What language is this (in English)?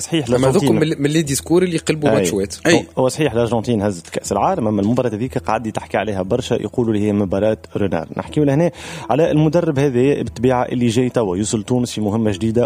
Tunisian Arabic